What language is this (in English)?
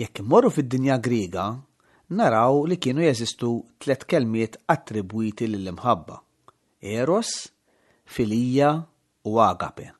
Maltese